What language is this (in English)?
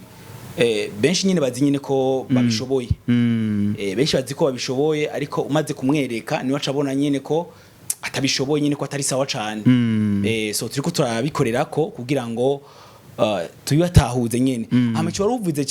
Rundi